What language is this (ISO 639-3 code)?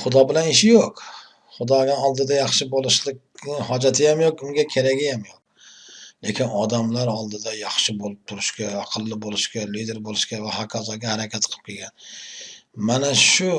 uzb